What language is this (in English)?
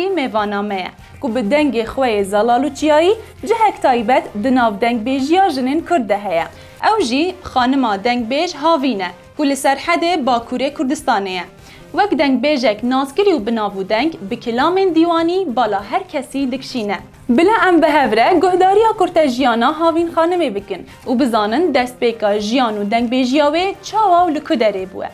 Kurdish